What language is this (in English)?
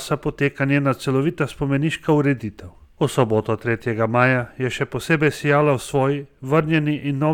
Slovenian